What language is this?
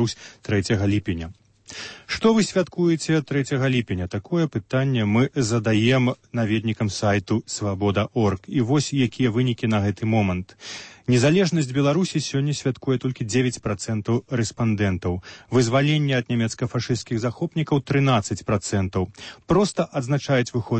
Belarusian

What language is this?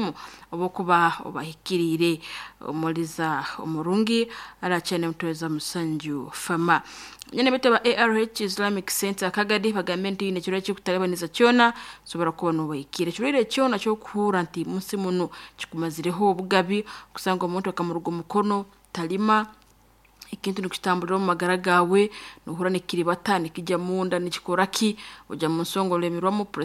Nyoro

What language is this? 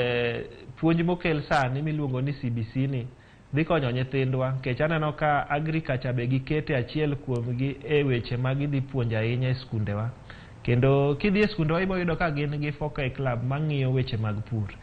Luo (Kenya and Tanzania)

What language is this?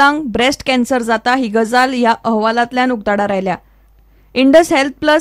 Konkani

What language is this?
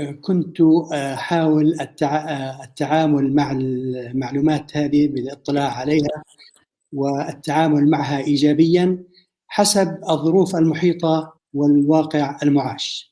North Levantine Arabic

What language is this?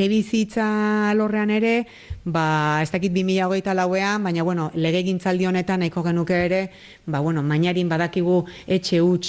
Basque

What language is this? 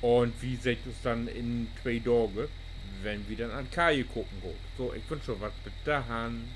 Low German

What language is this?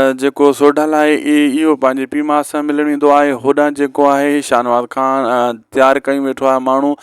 Sindhi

